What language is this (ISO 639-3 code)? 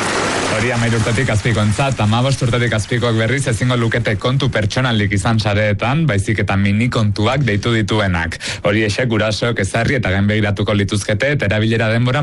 eus